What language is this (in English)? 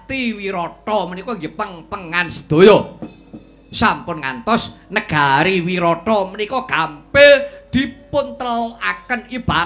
Javanese